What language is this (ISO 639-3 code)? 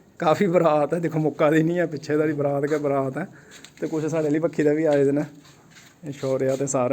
doi